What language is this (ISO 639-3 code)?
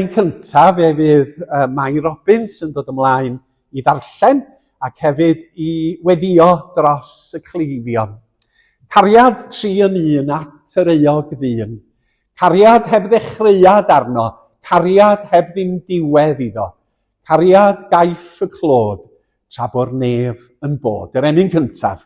cym